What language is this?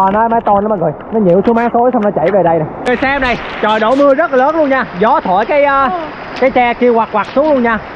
Vietnamese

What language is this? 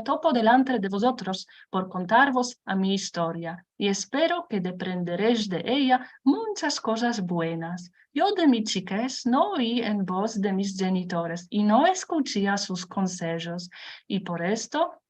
Ladino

